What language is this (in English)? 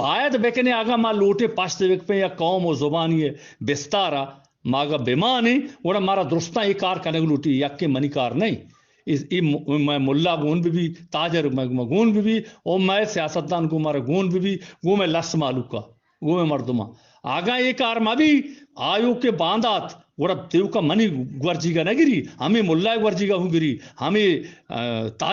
Eastern Balochi